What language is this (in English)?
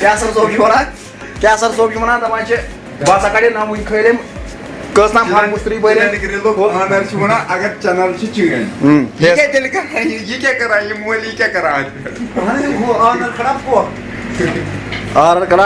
Kashmiri